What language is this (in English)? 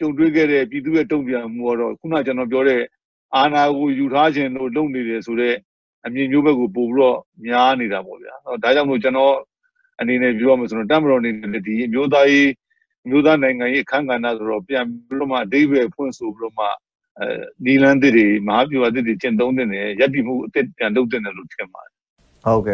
Burmese